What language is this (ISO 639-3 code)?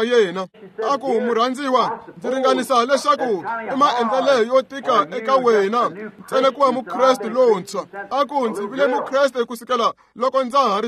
tso